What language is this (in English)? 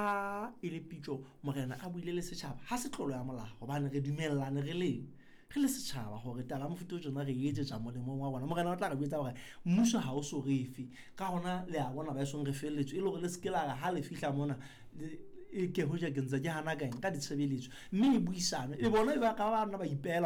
Southern Sotho